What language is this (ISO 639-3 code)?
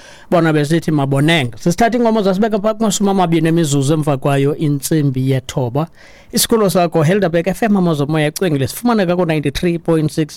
xho